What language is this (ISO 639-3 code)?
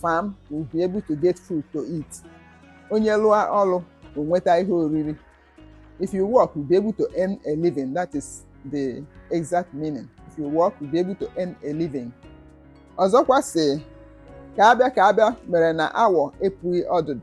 ibo